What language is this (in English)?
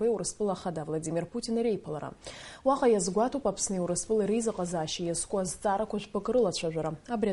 Abkhazian